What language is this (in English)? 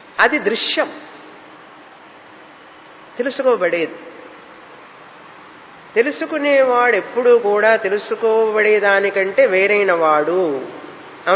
Telugu